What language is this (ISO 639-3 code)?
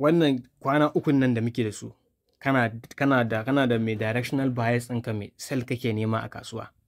hau